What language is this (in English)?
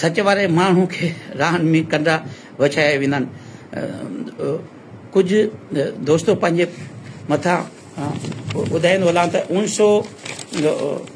Sindhi